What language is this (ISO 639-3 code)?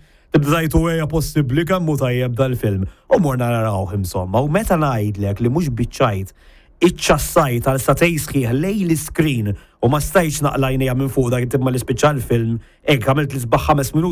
mlt